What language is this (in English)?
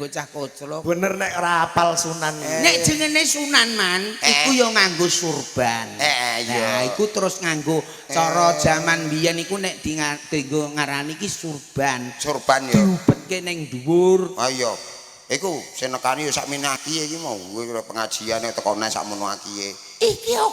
Javanese